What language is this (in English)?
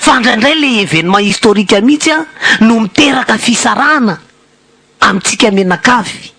Malagasy